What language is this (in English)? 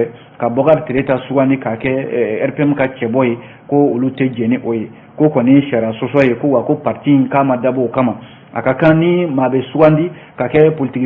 Bambara